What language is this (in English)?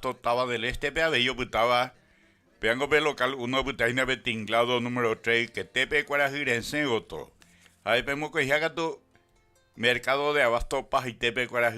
Guarani